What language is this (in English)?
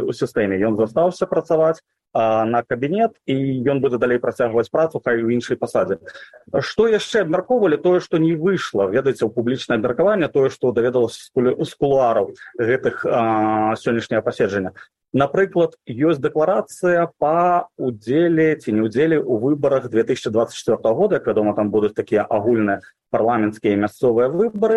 Belarusian